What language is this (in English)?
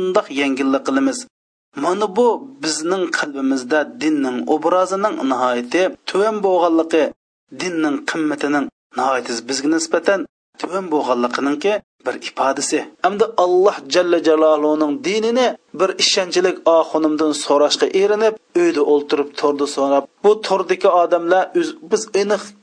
Uyghur